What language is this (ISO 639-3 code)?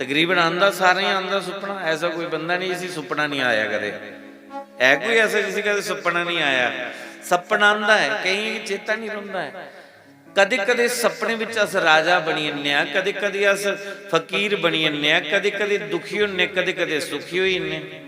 doi